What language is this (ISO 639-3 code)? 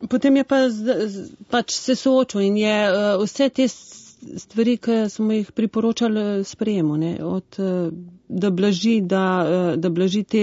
slv